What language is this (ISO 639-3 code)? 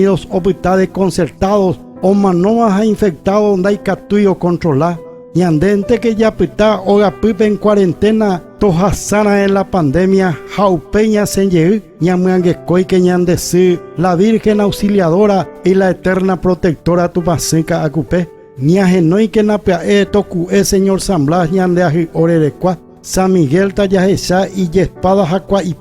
grn